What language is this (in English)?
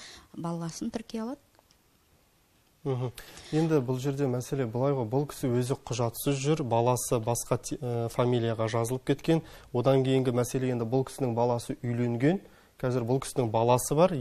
Kazakh